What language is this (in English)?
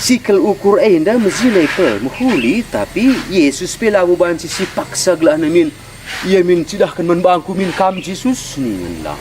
Batak Karo